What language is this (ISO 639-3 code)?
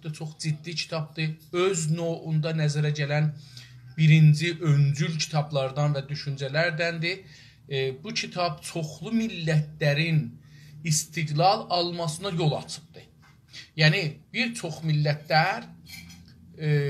azb